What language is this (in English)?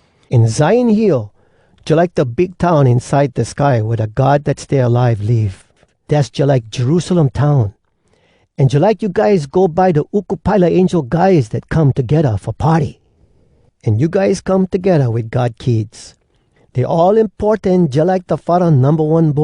Hawai'i Creole English